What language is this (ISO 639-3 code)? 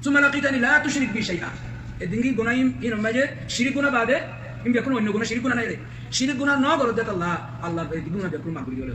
rhg